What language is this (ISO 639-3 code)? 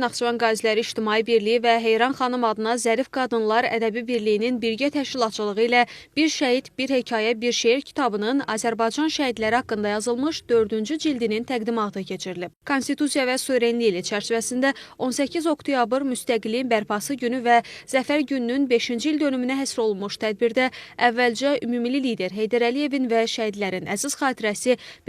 aze